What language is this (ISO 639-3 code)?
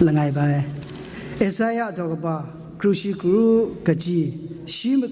kac